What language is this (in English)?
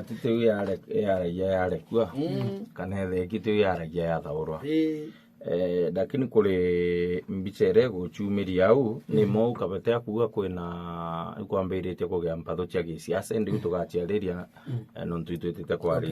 Meru